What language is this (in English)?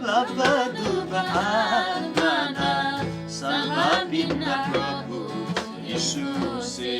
Eastern Tamang